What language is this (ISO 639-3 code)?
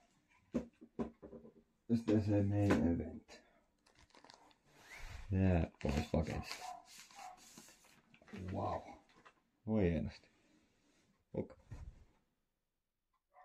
fin